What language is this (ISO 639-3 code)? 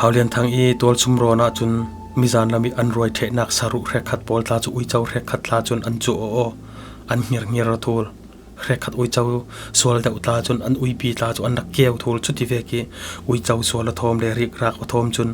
cfm